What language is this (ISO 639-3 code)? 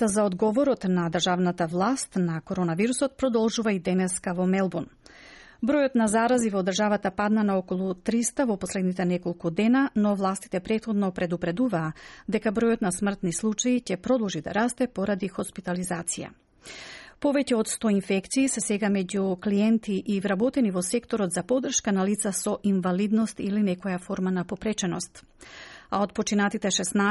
mkd